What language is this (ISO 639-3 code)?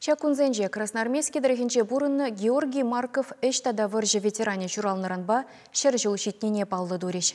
chv